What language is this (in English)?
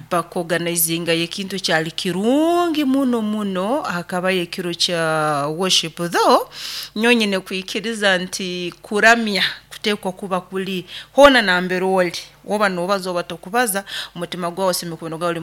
Nyoro